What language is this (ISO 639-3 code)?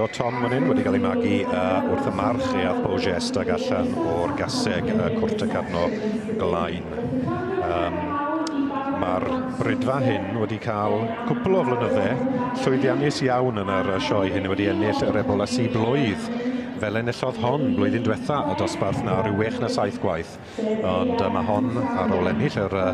cym